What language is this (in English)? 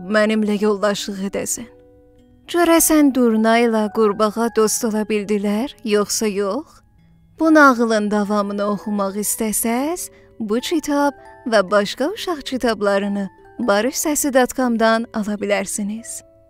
South Azerbaijani